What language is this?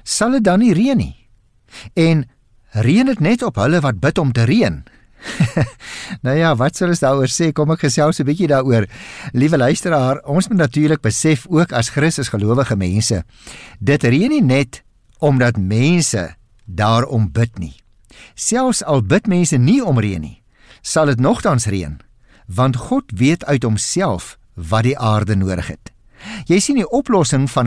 Afrikaans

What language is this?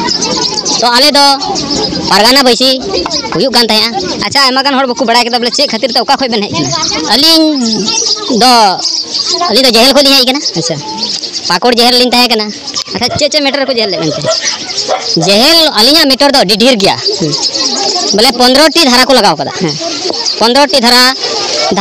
Santali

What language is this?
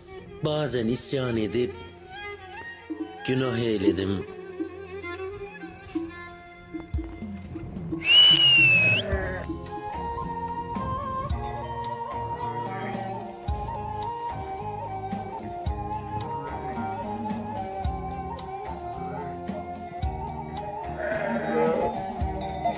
Turkish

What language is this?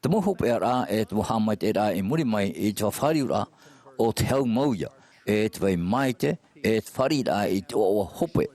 Tahitian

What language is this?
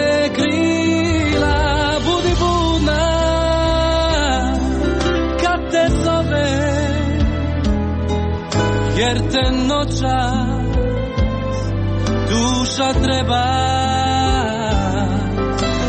Croatian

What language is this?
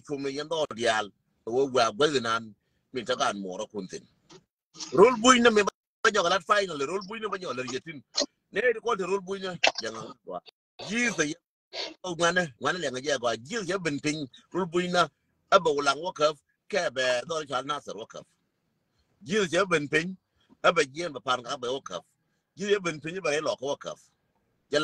Nuer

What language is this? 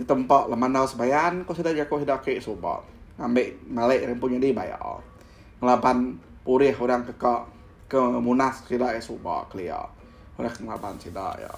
Iban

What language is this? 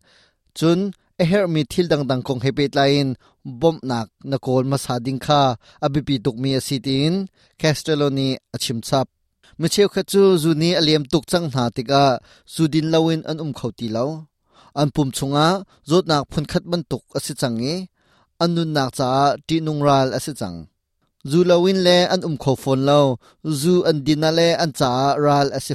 Hakha Chin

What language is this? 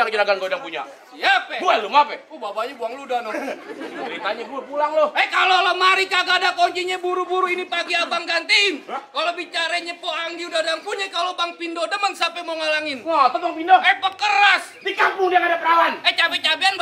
Betawi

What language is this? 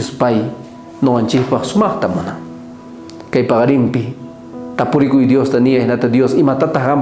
South Bolivian Quechua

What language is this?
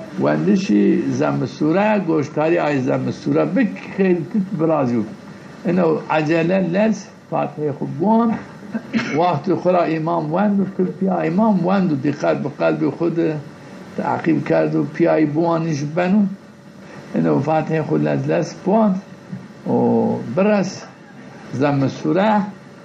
Zaza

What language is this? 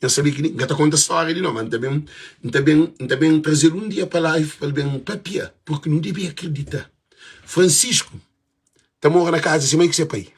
Kabuverdianu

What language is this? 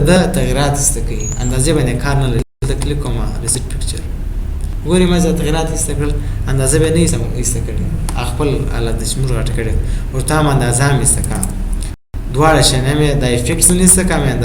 Pashto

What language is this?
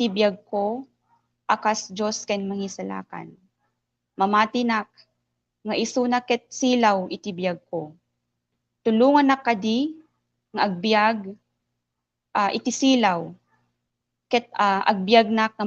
Iloko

